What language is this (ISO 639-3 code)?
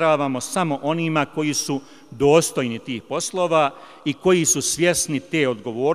bos